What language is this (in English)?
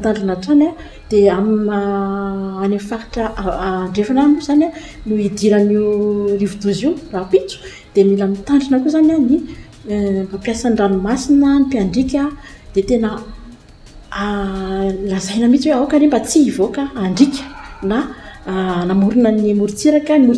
Malagasy